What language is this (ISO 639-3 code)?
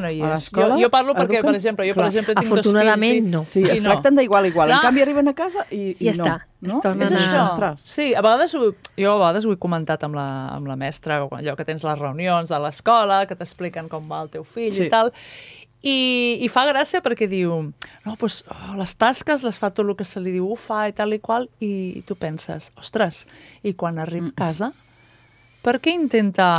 cat